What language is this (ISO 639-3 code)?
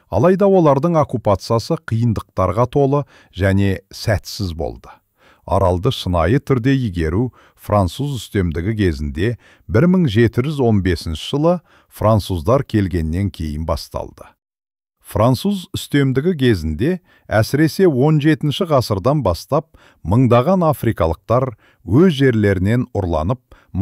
kaz